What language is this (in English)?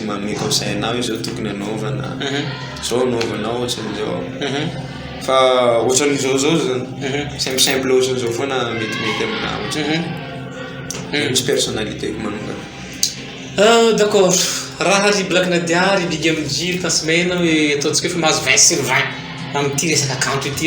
Malagasy